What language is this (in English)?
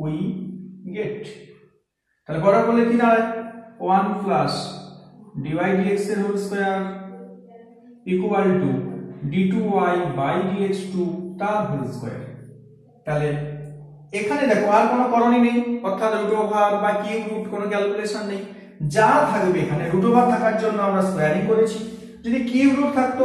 Bangla